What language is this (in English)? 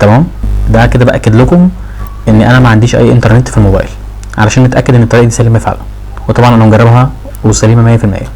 Egyptian Arabic